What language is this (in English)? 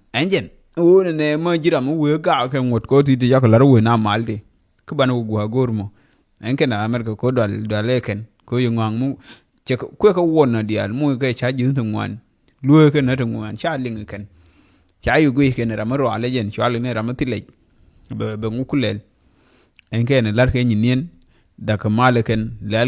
Nuer